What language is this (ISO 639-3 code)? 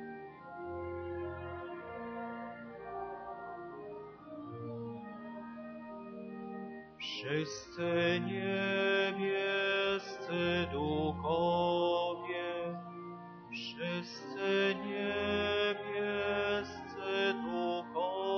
pol